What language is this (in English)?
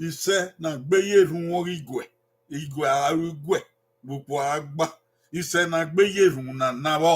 Bini